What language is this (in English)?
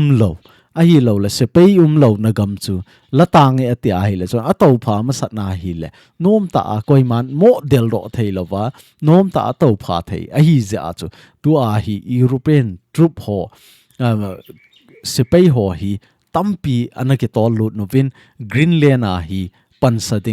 Thado Chin